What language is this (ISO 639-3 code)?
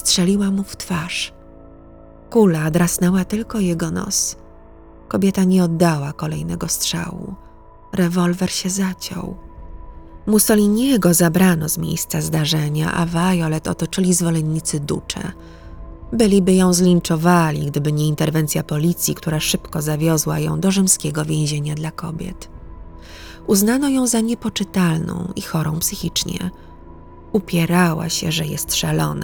pol